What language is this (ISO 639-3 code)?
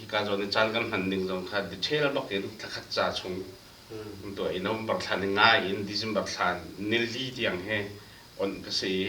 cnh